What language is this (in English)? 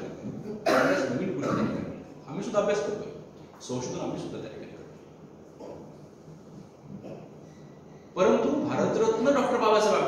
Marathi